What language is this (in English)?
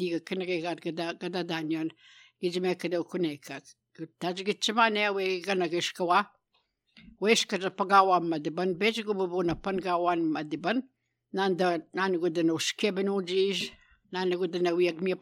Albanian